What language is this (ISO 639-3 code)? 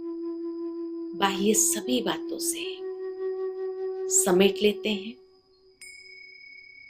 hin